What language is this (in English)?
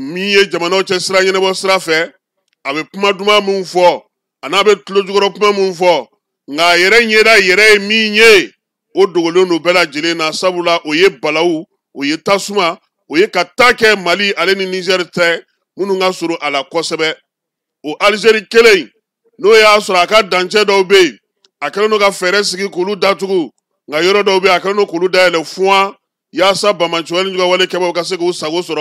Bambara